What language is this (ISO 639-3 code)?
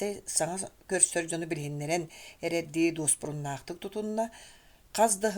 sah